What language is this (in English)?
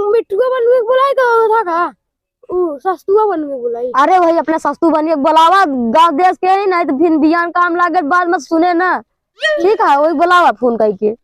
Awadhi